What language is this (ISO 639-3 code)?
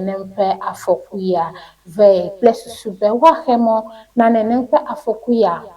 ewe